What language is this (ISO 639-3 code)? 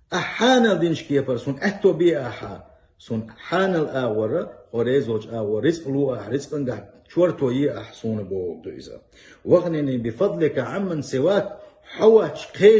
che